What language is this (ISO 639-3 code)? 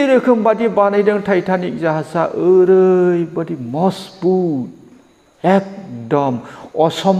brx